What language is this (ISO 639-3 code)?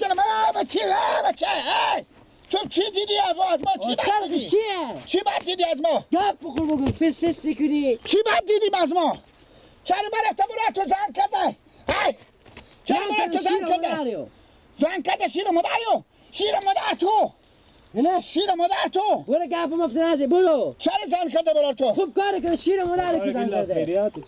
fas